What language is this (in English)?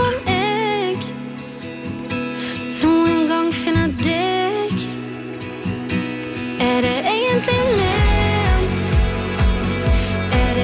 Norwegian